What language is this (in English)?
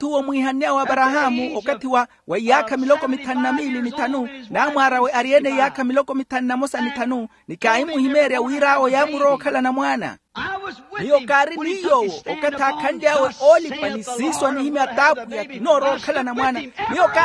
Makhuwa